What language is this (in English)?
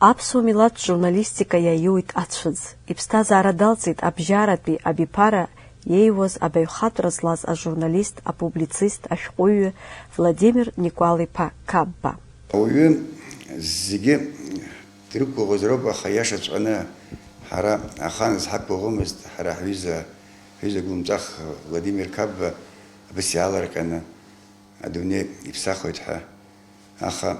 Abkhazian